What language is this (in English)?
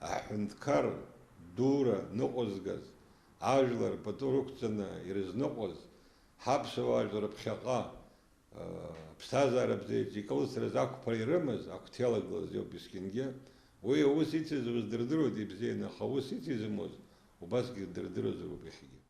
Abkhazian